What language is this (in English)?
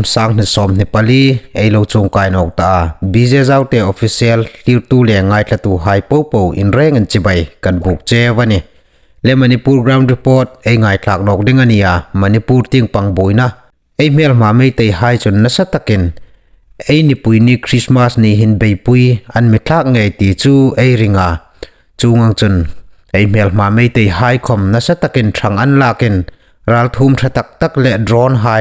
Hmar